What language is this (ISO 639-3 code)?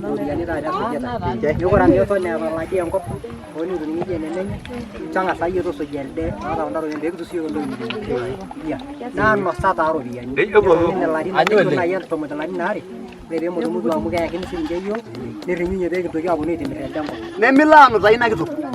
mas